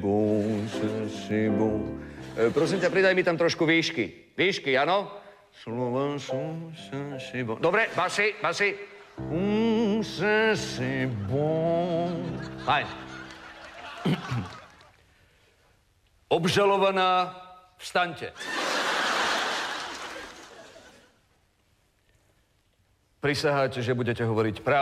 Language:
Slovak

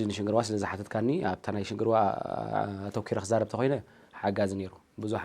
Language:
Tigrinya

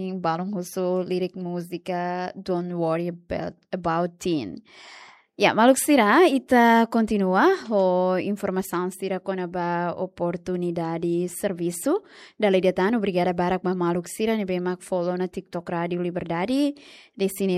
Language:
Tetum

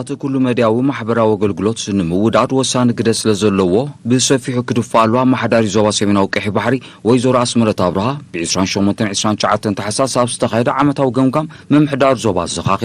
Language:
Tigrinya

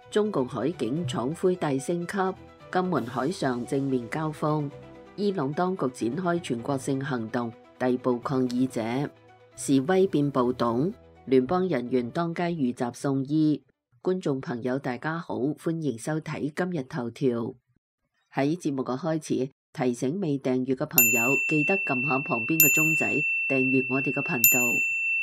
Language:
Cantonese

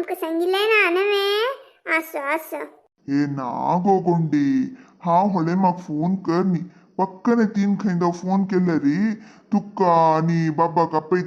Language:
Konkani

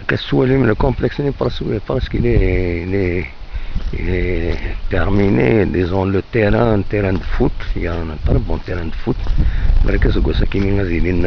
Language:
Kabyle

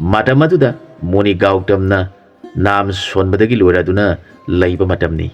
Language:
Manipuri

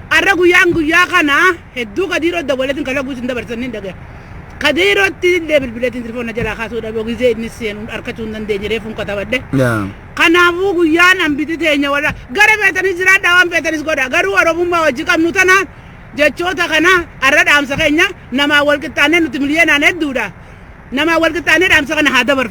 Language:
Oromo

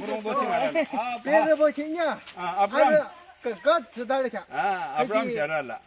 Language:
Yimchungru Naga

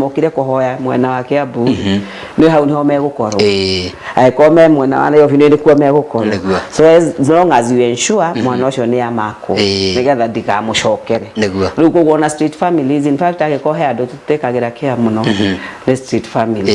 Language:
Kikuyu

